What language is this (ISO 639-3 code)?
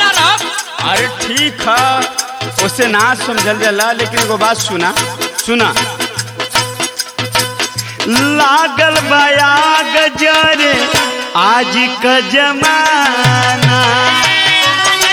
bho